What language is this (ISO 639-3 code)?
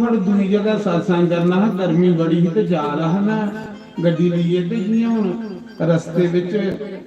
doi